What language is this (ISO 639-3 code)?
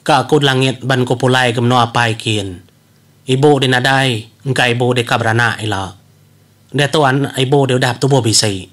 iba